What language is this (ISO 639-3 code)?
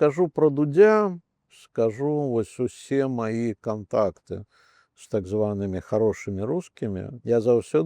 bel